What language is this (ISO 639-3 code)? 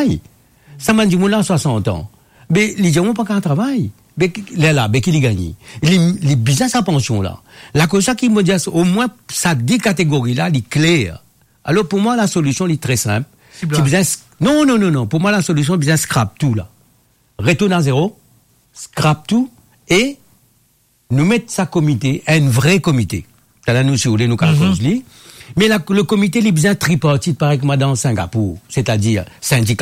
mfe